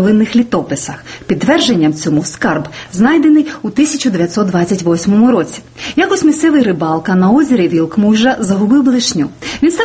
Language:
Ukrainian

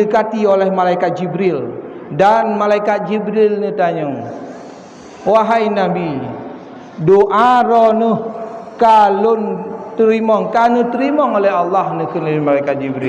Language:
Achinese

